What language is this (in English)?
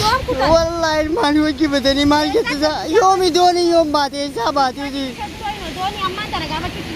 Oromo